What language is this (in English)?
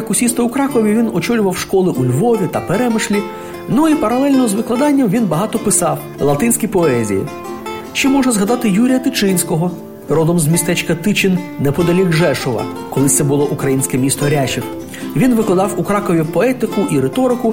Ukrainian